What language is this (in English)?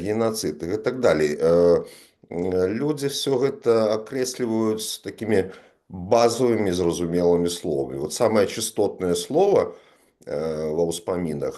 Belarusian